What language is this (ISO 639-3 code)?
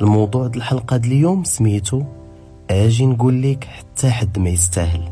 ary